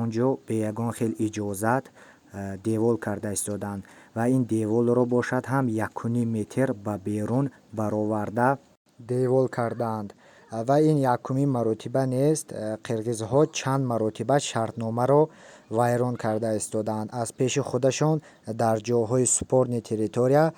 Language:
Tajik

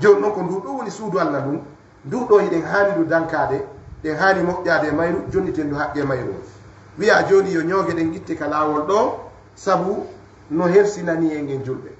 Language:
Fula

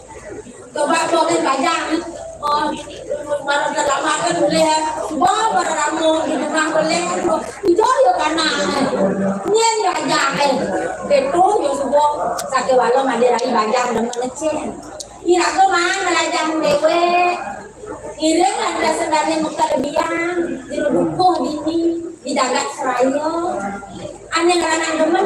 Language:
Balinese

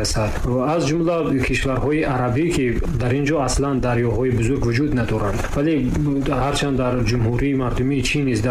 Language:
Tajik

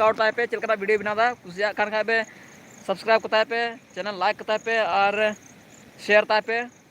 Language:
Santali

